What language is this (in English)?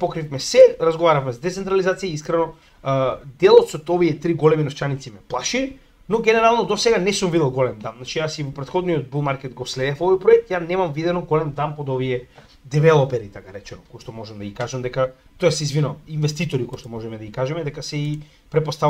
Macedonian